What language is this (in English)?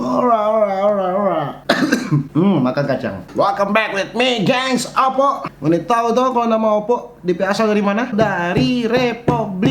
Manado Malay